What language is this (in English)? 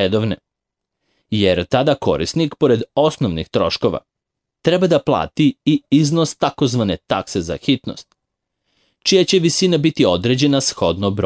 Serbian